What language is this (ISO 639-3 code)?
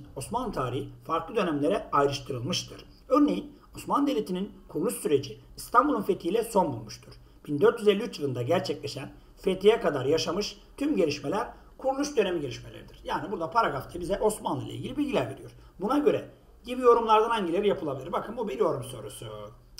tur